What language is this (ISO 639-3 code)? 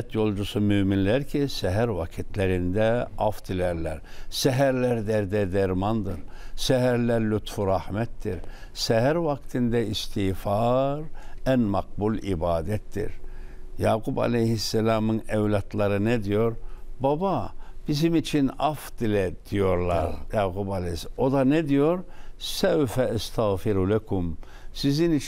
tur